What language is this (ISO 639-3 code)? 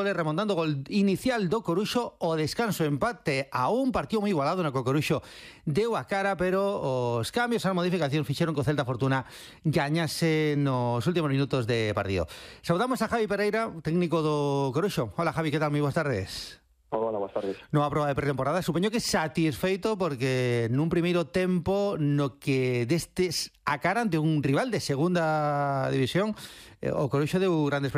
glg